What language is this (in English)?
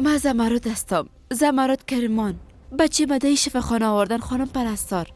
Persian